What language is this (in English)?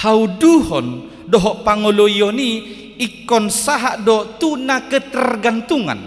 Batak Toba